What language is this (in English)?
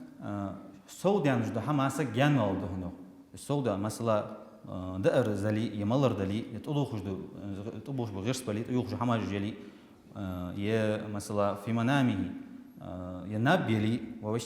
Ingush